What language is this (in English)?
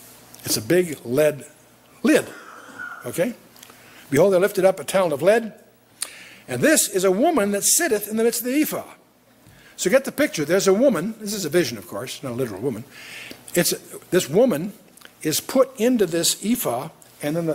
English